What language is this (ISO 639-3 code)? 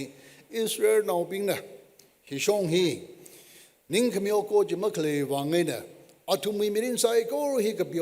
nmf